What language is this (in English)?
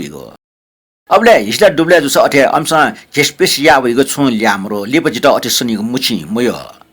Newari